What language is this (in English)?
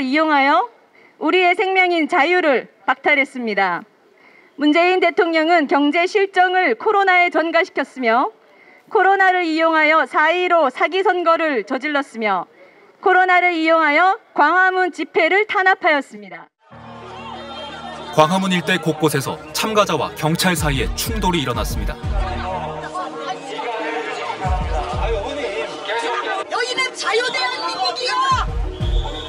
Korean